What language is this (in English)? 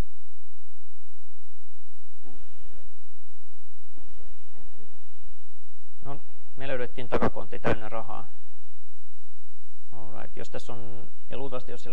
Finnish